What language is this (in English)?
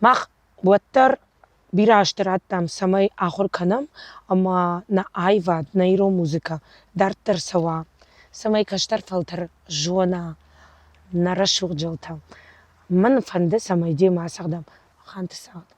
Ossetic